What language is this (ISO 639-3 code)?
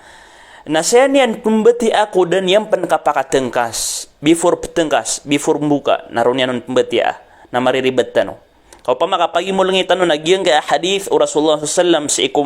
mrw